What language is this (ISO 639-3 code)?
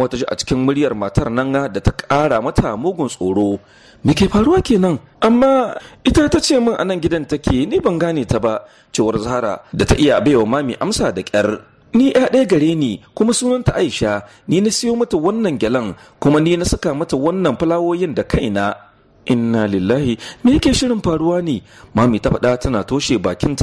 hau